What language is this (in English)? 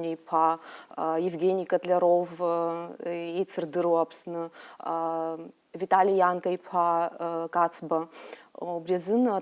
Abkhazian